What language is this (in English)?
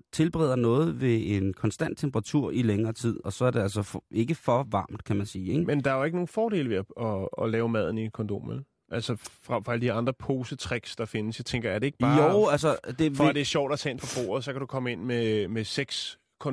Danish